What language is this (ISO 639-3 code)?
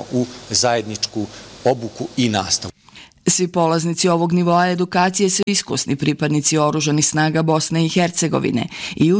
bos